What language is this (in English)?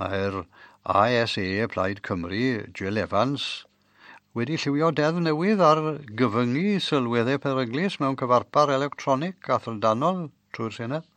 Welsh